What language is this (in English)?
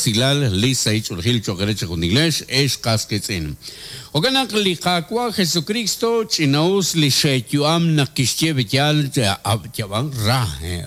Kekchí